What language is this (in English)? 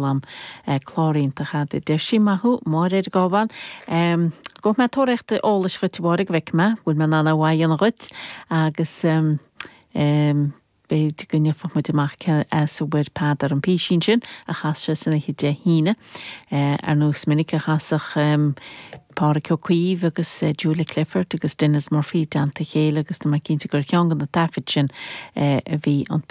Irish